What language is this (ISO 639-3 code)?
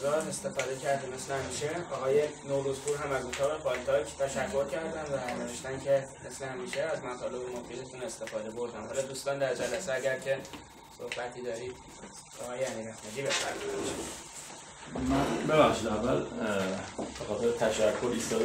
fas